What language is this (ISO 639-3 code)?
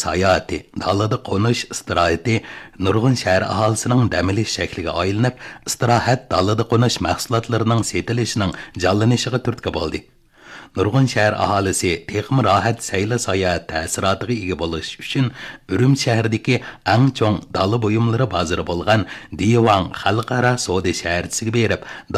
uig